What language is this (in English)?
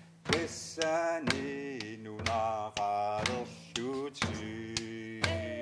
Kalaallisut